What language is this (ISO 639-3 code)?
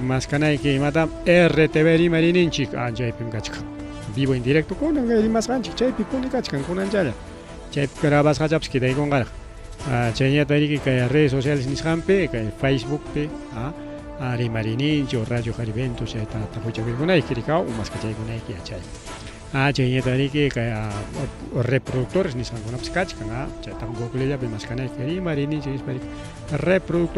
quy